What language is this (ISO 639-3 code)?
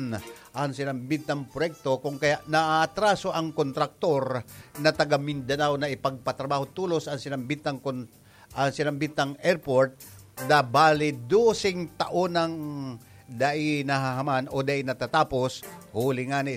bik